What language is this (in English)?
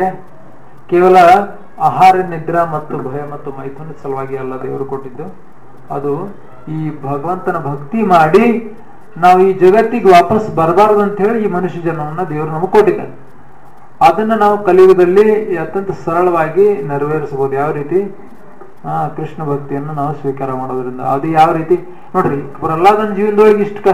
Kannada